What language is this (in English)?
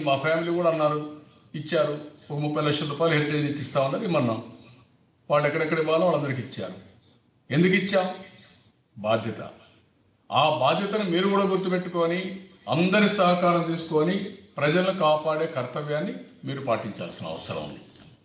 Telugu